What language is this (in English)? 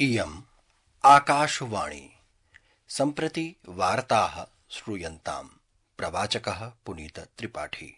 Sanskrit